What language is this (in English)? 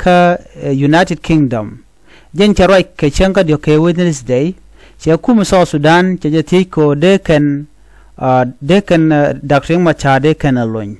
Nuer